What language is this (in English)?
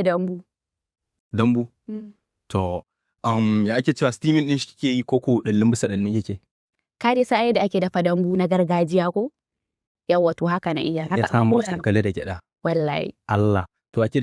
Hausa